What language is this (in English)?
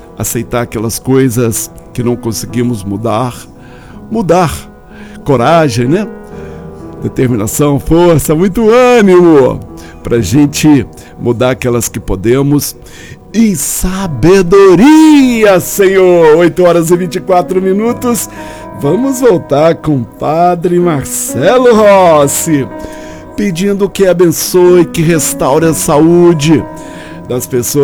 Portuguese